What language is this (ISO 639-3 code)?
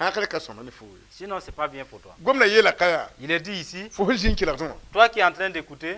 mos